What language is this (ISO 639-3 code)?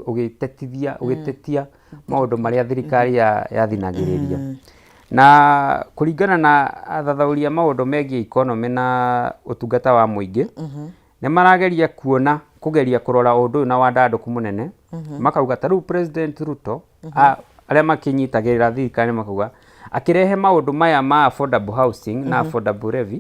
kik